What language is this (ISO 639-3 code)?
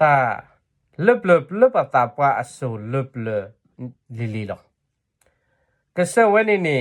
ksw